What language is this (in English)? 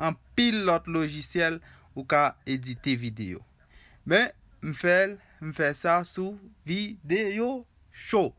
Haitian Creole